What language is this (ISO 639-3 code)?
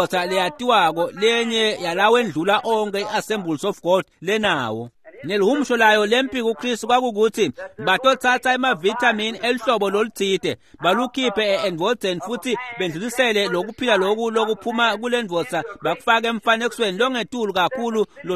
ssw